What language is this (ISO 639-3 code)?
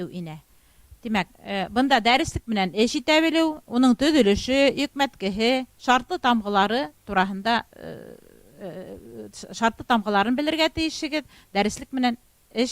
bak